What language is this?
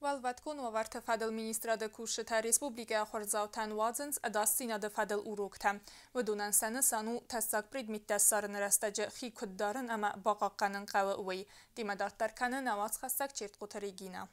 Ossetic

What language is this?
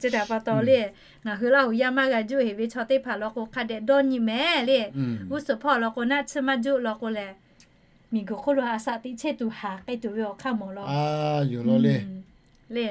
Lahu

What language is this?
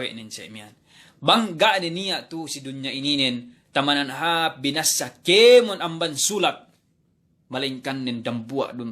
Yakan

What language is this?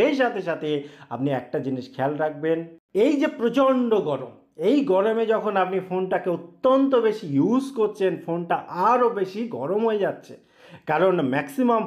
Bangla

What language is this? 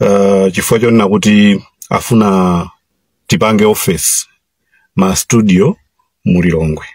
Nyanja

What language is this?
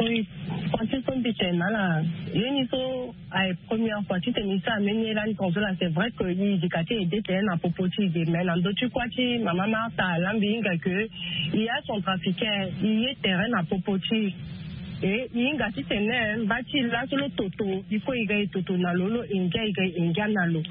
Sango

